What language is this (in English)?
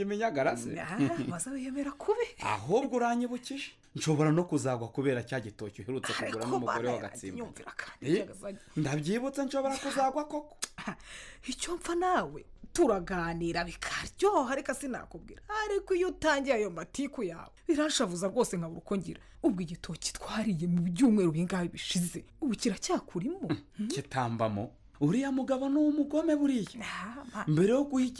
Kinyarwanda